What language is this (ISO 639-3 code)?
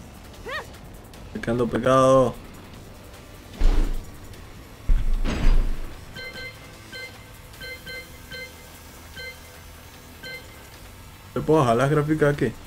spa